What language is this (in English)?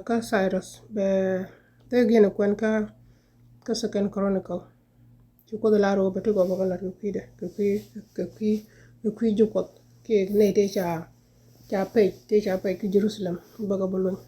Nuer